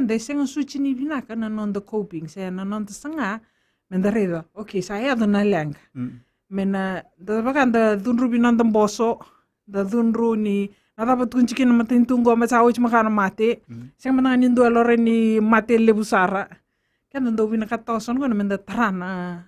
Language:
Fijian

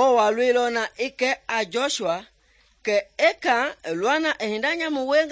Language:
Mende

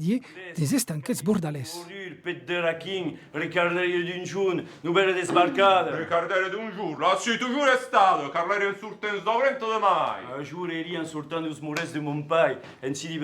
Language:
Occitan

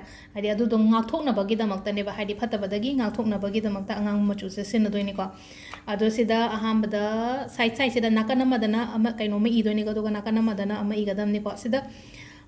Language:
Manipuri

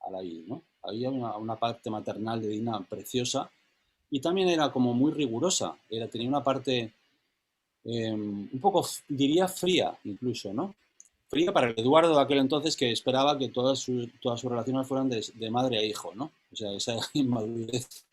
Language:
Ladino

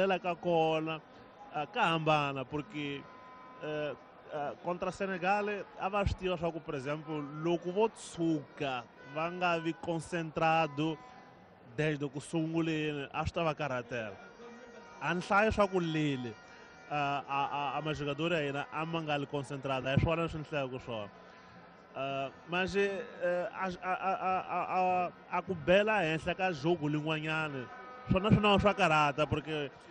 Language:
Tsonga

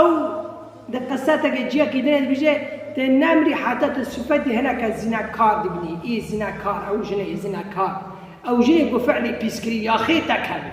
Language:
Kurdish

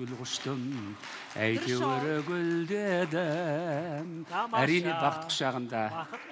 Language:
Kazakh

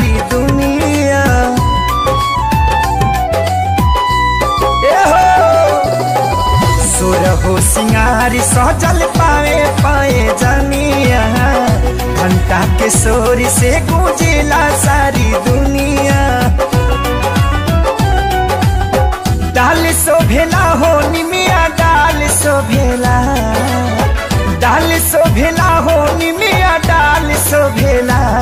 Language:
Bhojpuri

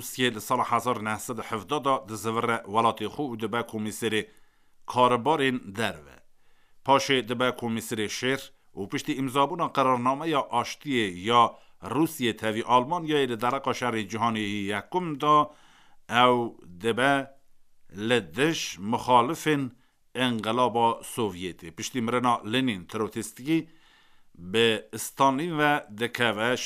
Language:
Kurdish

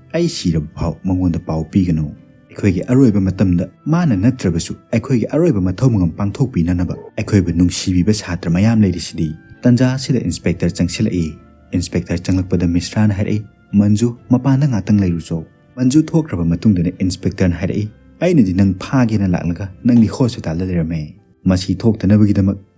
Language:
Manipuri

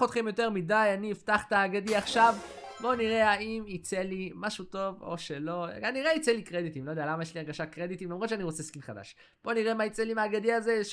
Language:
Hebrew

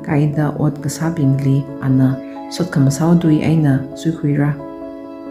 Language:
Tangkhul Naga (India)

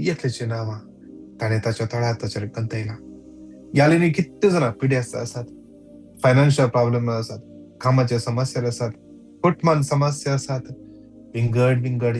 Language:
Konkani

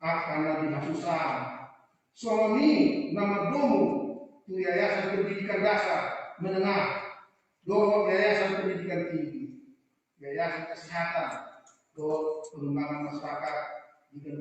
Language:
Batak Toba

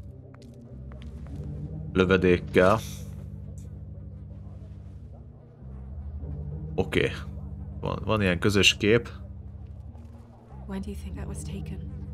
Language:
Hungarian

